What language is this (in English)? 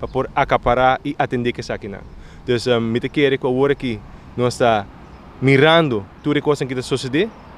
Papiamento